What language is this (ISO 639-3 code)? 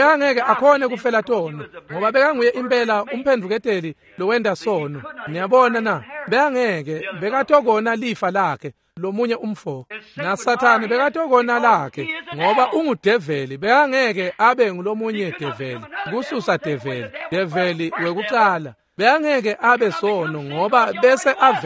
ssw